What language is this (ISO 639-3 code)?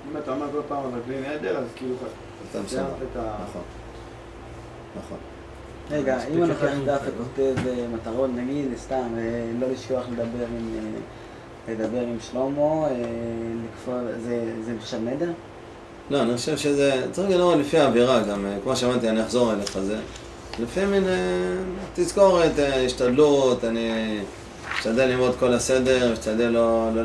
heb